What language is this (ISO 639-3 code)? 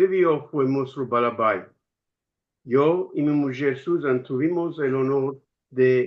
lad